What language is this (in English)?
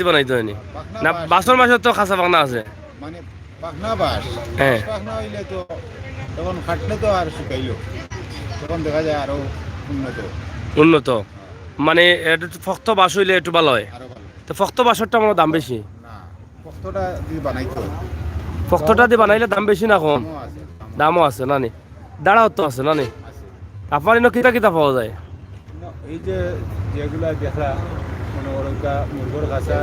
Sylheti